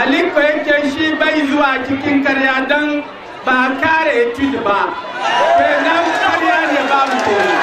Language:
Hausa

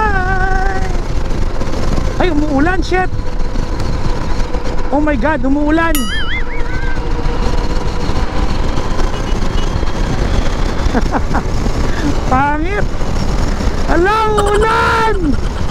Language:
Filipino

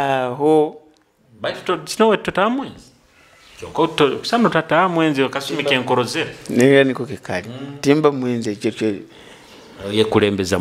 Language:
Nyoro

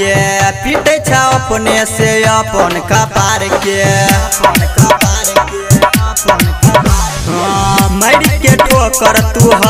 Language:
Maithili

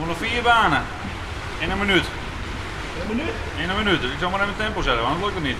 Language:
Western Frisian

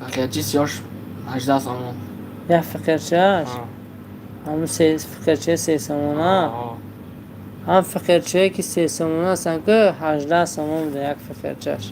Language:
Tajik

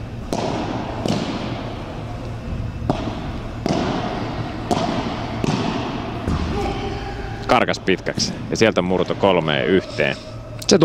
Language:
Finnish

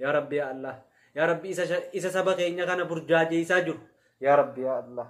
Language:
Oromo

